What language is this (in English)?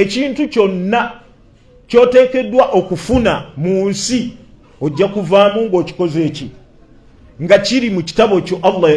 Ganda